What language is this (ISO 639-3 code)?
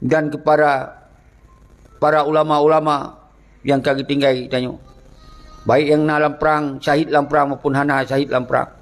ace